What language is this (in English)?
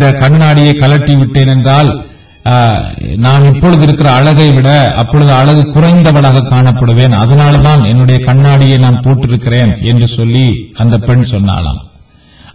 Tamil